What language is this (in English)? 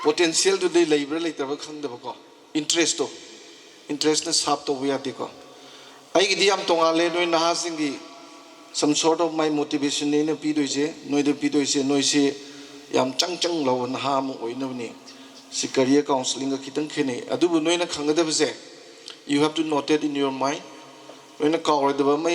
Manipuri